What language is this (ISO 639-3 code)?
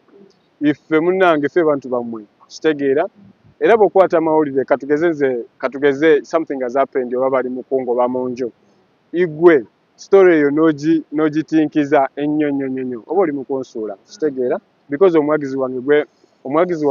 lug